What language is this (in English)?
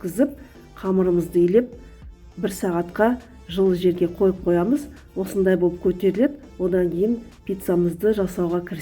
Kazakh